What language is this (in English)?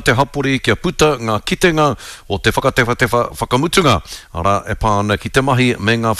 Māori